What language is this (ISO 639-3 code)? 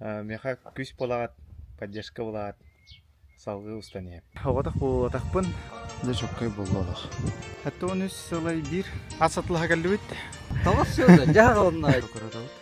sah